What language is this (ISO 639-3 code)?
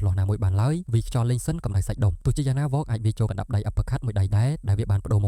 khm